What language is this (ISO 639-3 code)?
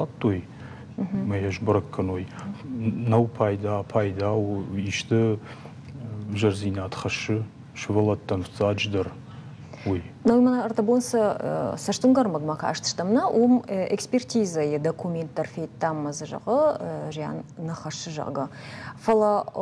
oss